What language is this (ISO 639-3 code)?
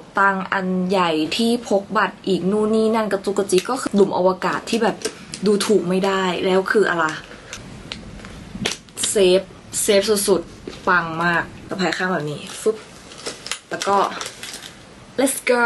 tha